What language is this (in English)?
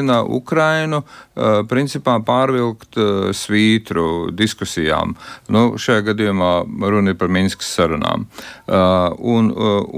Latvian